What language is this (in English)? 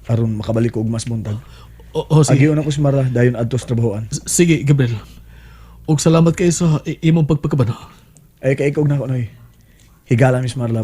Cebuano